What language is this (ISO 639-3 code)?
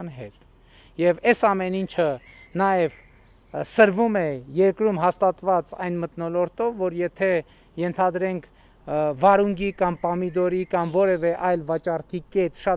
hye